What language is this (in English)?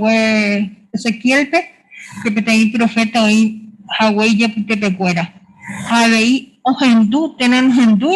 Guarani